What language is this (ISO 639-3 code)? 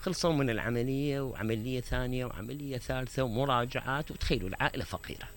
acm